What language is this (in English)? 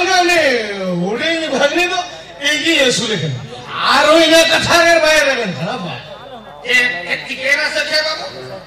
Santali